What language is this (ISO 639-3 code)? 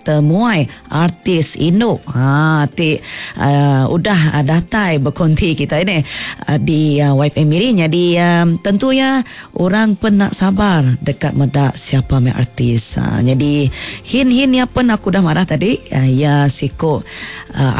iba